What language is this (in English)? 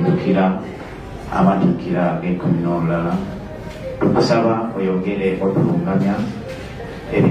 Soga